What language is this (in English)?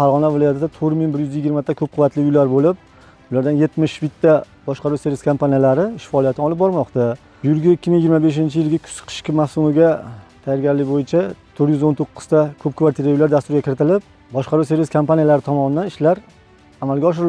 Uzbek